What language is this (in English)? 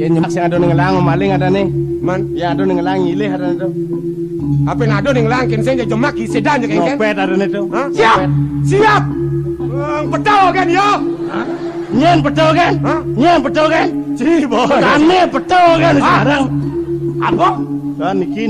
Balinese